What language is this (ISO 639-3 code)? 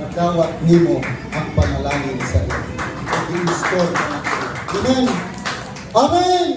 ceb